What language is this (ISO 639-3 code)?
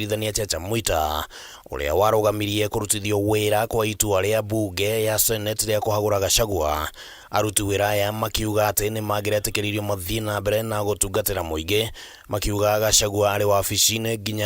kik